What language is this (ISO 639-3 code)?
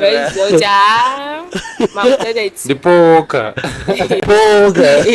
sna